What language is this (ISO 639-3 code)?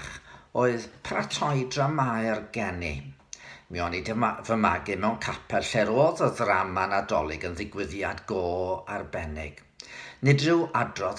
cym